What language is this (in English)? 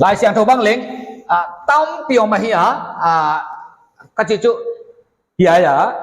Paite Chin